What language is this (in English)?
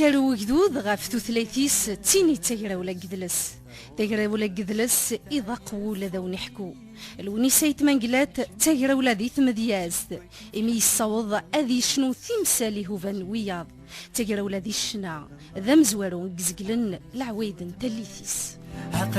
Kabyle